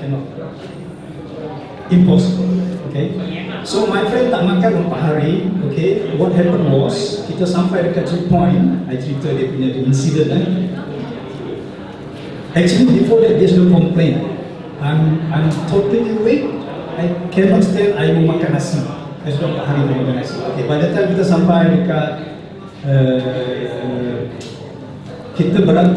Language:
Malay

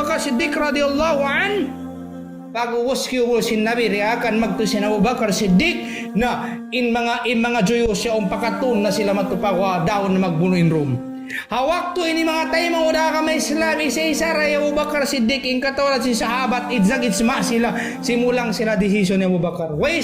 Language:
Tausug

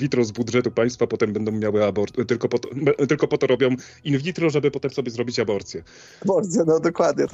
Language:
Polish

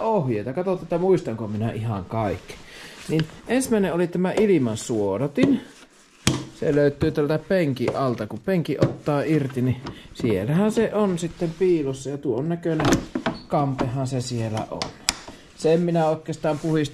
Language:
Finnish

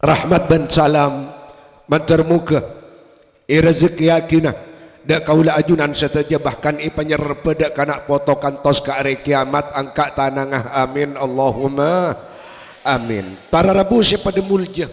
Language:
Madurese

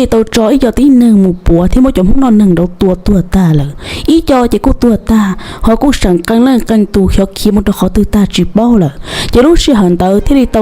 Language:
Hmong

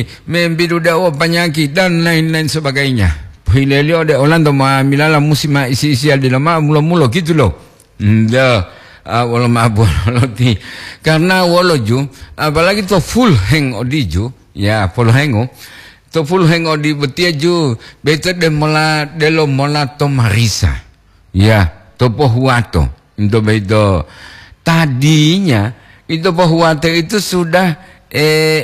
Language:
Gorontalo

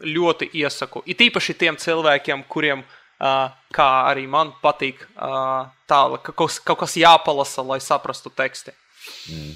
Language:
Latvian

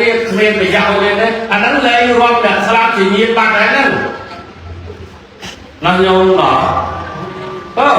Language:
Khmer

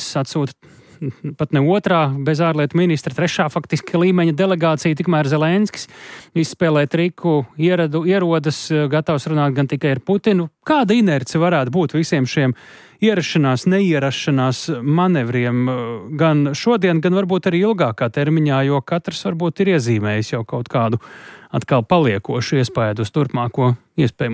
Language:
Latvian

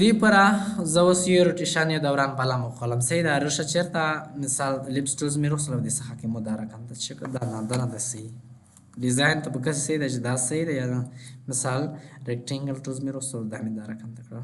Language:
Pashto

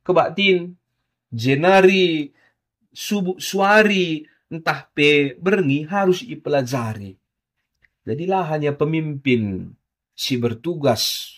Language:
Batak Karo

